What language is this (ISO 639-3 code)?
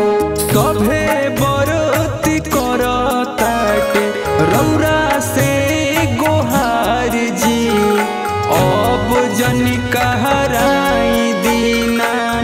bho